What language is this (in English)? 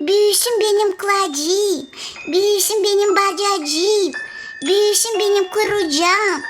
Gagauz